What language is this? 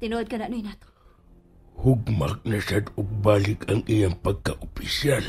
Cebuano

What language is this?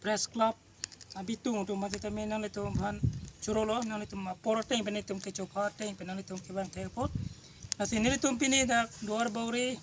Karbi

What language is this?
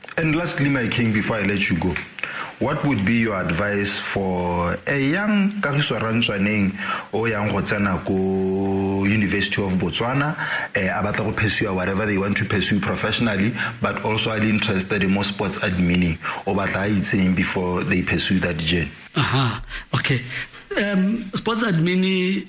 Tswana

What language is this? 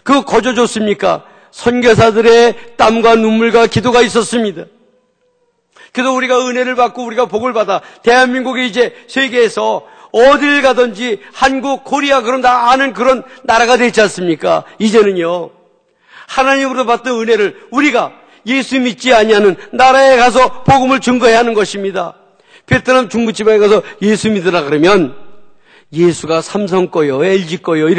Korean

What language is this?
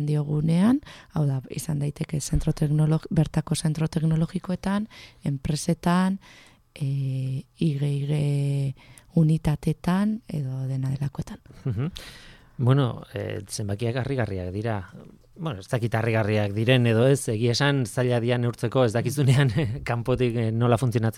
Basque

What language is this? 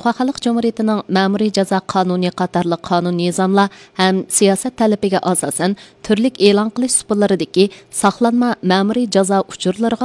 Uyghur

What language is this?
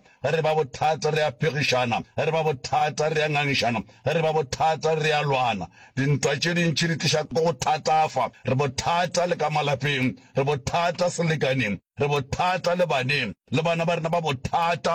Northern Sotho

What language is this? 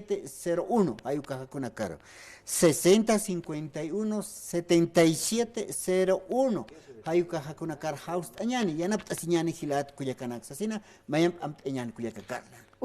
Aymara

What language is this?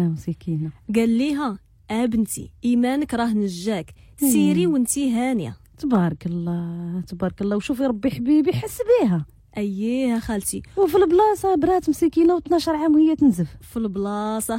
Moroccan Arabic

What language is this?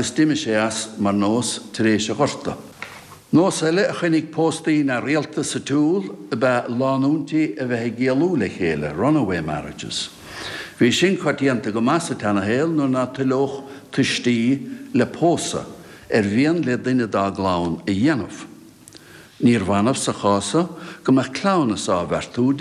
Irish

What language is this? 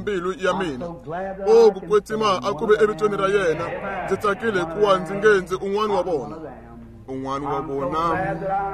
Tsonga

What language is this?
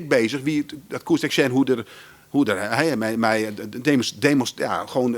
Western Frisian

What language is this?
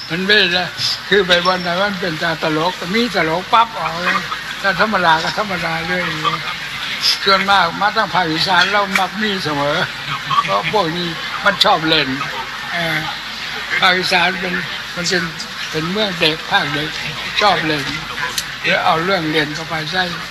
Thai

